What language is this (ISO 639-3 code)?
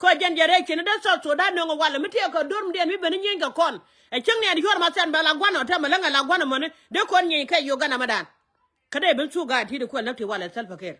nus